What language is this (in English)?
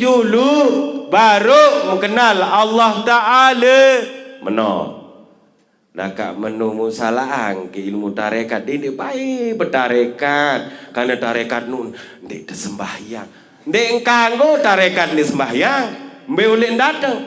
Sasak